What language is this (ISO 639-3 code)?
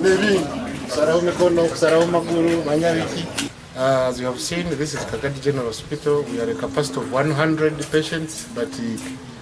nyn